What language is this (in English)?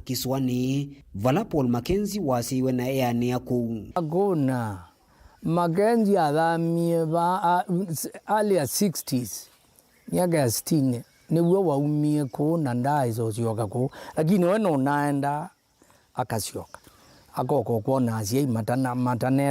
Kamba